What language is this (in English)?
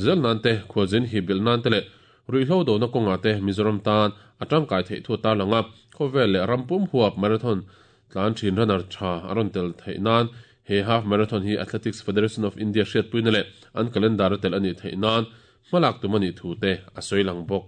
Mizo